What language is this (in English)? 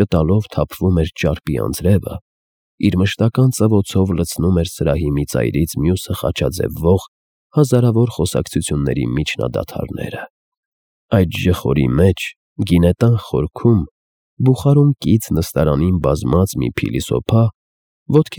Armenian